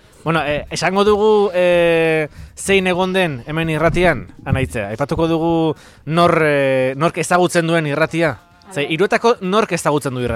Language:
Basque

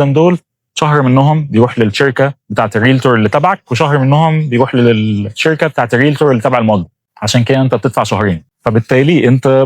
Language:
Egyptian Arabic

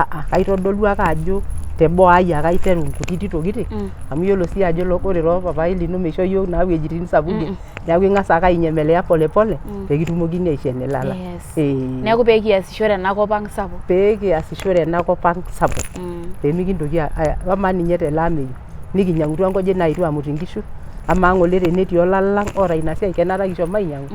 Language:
Masai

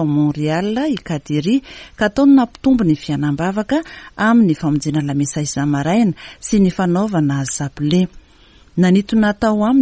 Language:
Malagasy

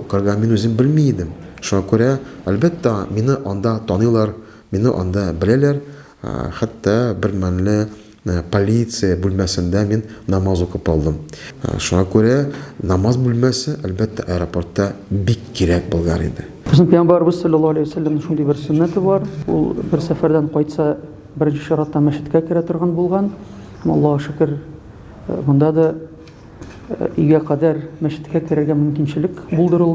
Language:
Tatar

